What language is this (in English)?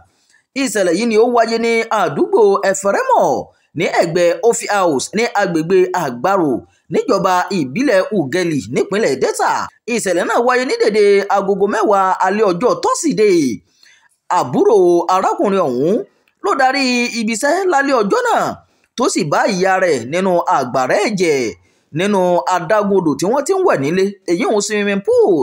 Yoruba